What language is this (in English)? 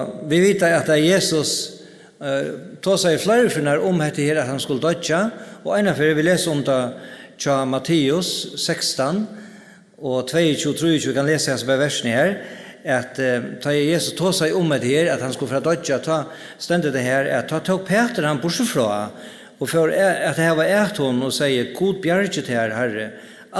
Faroese